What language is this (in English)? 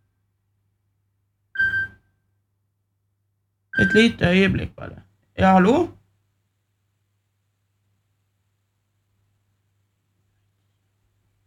Norwegian